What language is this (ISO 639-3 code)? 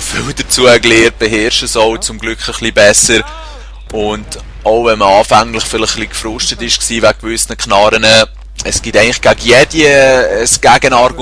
gsw